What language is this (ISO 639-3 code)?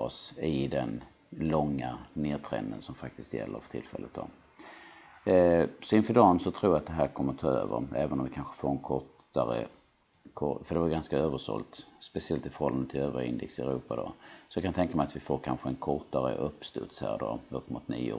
swe